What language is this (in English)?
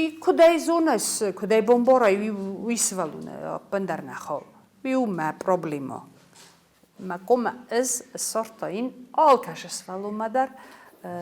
Ossetic